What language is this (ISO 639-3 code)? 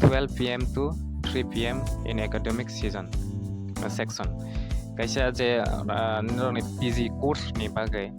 trp